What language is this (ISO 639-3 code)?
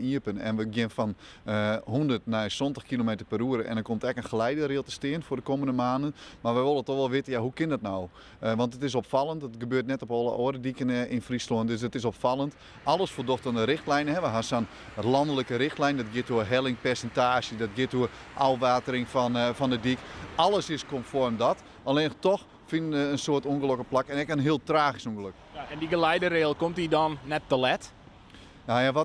fry